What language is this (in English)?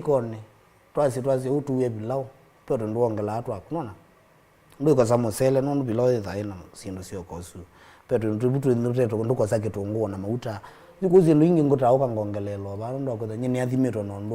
Kamba